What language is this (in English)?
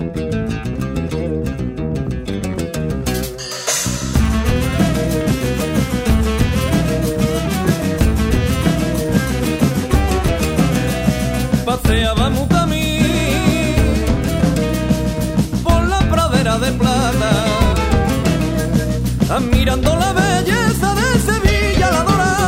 Spanish